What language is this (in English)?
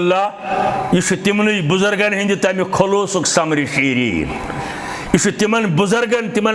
Kashmiri